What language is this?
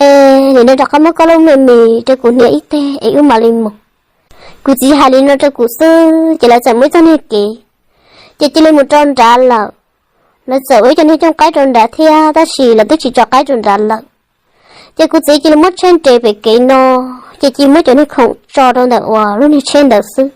Hmong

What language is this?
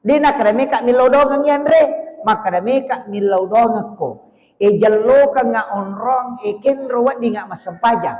Buginese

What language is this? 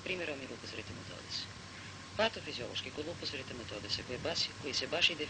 Serbian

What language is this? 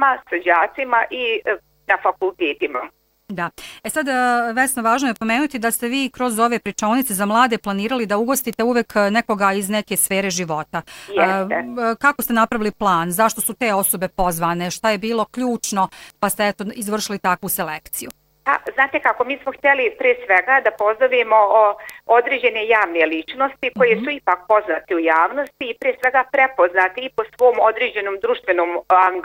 Bosnian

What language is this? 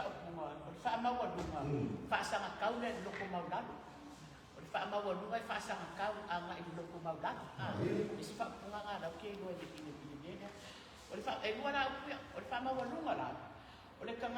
Samoan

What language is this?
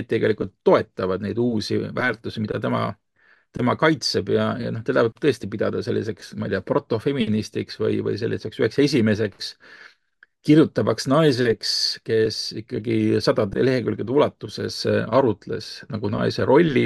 Estonian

